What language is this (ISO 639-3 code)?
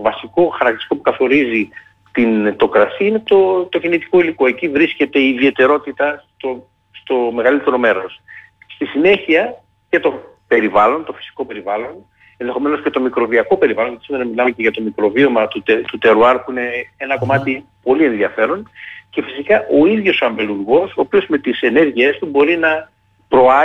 ell